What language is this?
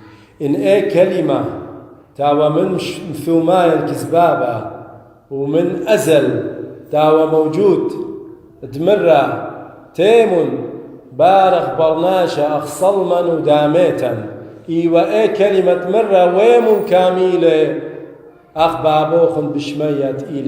Assyrian Neo-Aramaic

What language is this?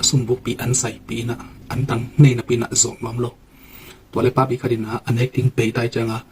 Tedim Chin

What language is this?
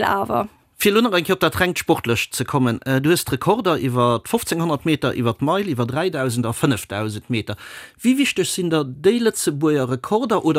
Luxembourgish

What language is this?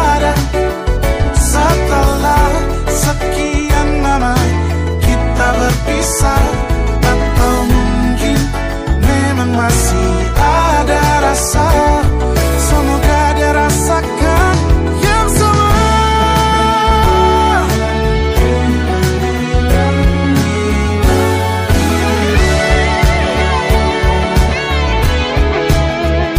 Indonesian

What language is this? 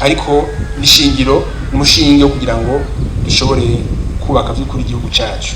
Rundi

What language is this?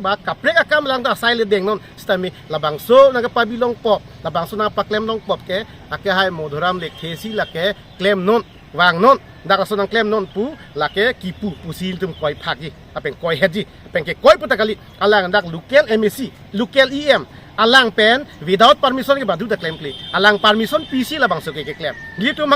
Karbi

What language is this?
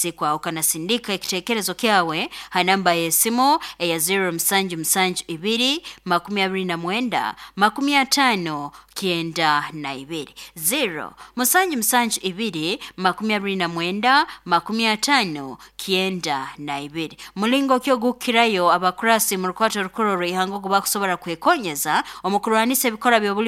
Nyoro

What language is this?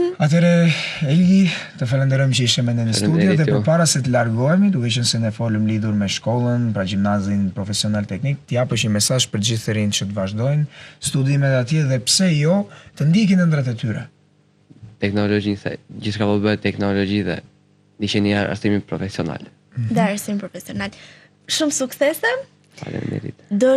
Albanian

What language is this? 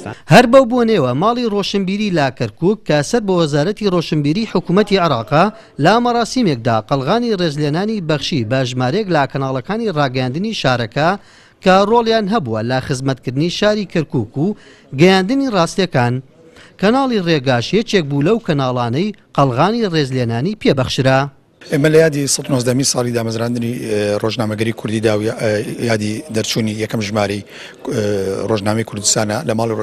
Central Kurdish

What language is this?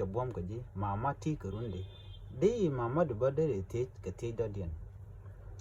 Nuer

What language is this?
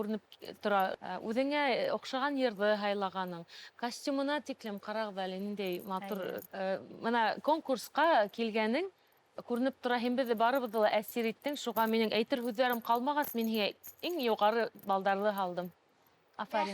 Bashkir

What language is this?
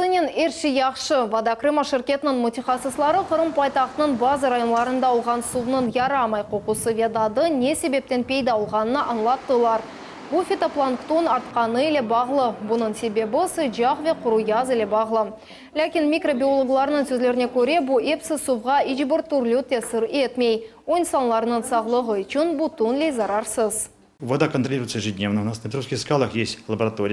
Crimean Tatar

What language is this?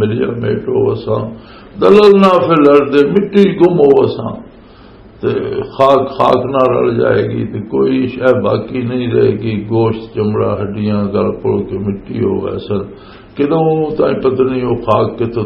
Western Panjabi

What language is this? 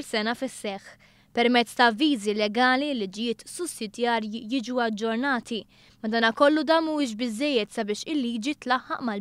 Maltese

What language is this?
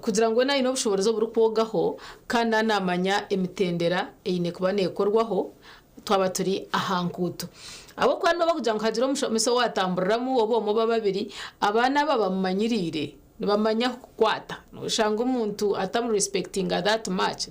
Nyankole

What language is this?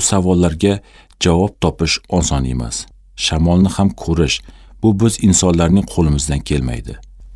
Uzbek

